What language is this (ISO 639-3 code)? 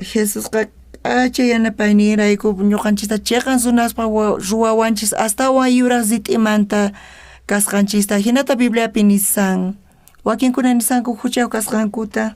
quh